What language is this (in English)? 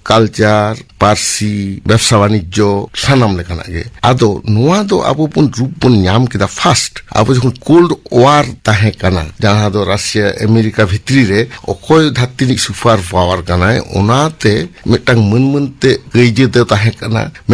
Santali